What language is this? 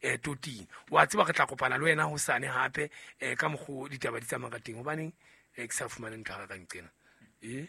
Southern Sotho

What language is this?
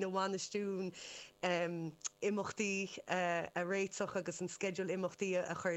Irish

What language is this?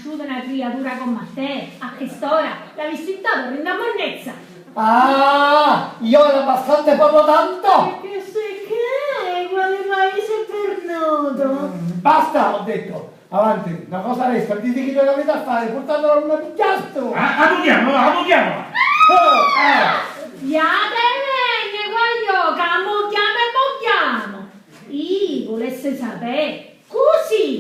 Sicilian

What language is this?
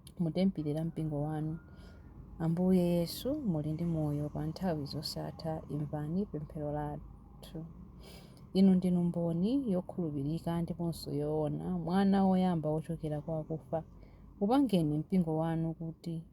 Nyanja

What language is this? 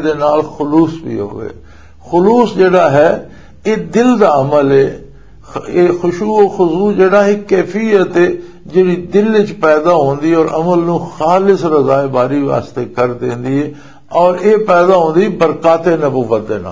Western Panjabi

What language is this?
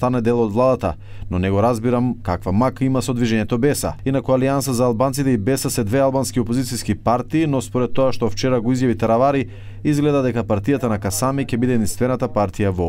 Macedonian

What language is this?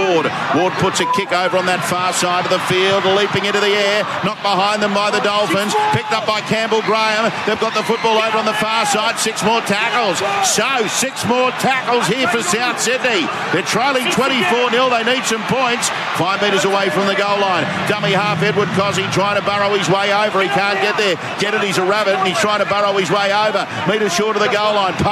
English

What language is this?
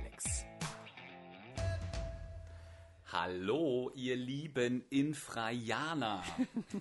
German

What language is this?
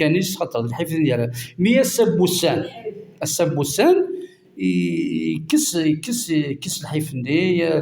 Kabyle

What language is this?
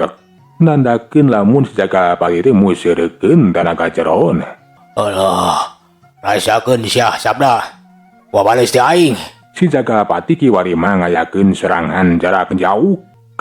Sundanese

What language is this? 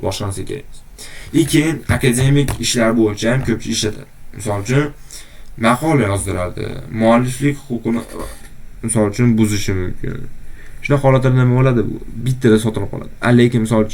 Uzbek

